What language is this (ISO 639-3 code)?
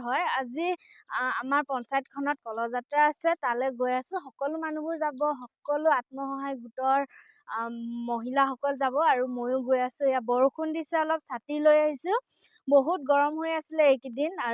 asm